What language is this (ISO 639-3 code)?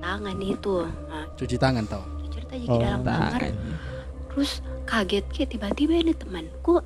mfp